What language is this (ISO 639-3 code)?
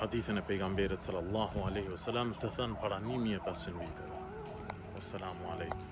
sqi